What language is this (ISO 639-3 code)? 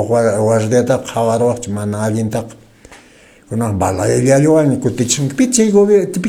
que